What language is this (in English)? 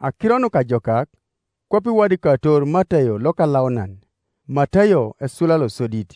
Teso